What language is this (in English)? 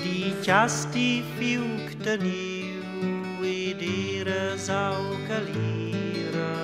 Romansh